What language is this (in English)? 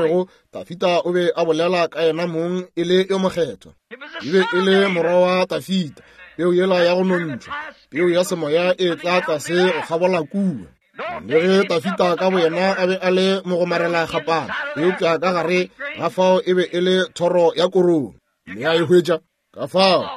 Northern Sotho